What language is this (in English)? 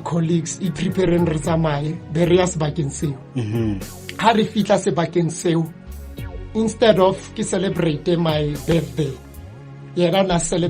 Southern Sotho